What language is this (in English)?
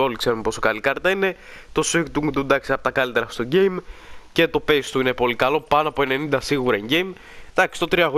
Greek